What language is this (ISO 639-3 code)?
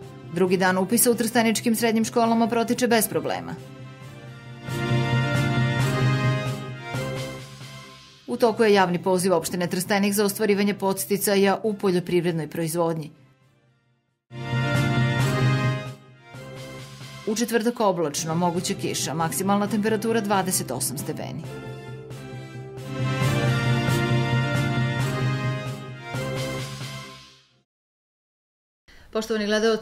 srp